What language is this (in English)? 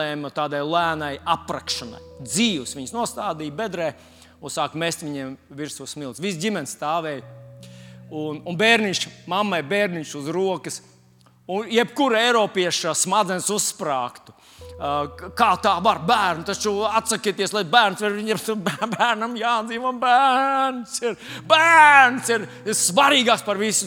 Latvian